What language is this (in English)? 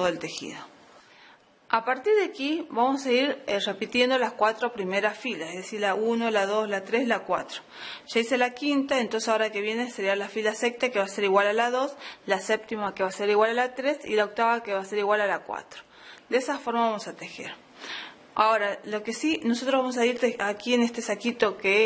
Spanish